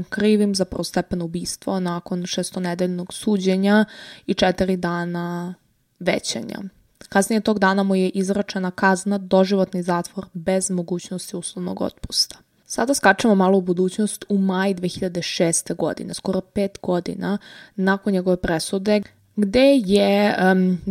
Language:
Serbian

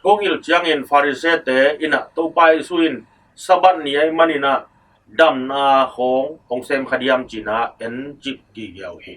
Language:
Tedim Chin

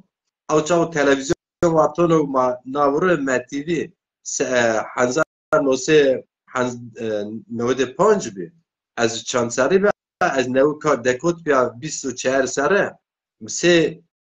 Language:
Zaza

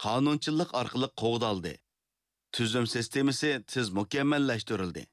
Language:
Uyghur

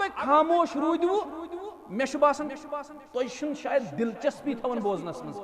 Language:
Kashmiri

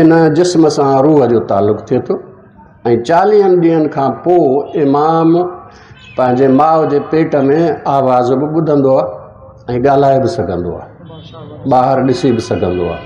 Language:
Sindhi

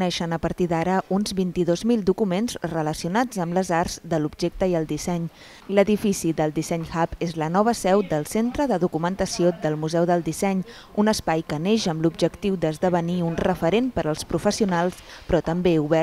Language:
Catalan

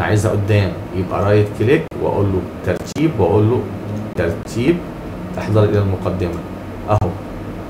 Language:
Egyptian Arabic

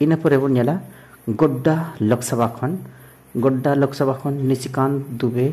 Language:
Santali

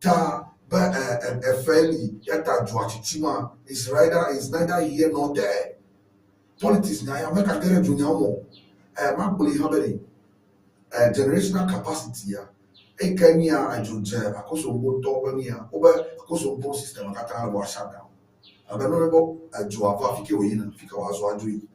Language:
Ewe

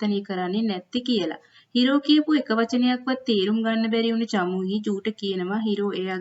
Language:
Sinhala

